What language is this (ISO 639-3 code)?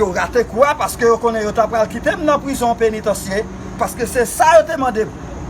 hat